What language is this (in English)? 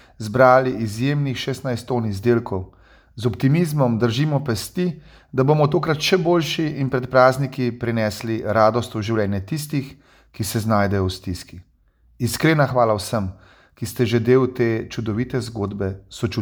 Slovenian